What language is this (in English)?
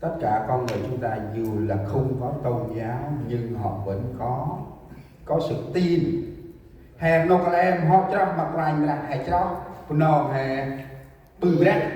Central Mnong